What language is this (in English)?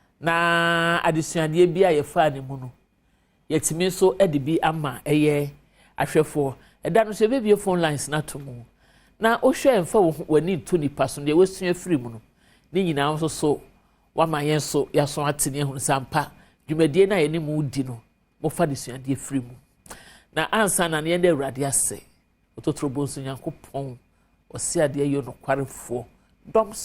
Akan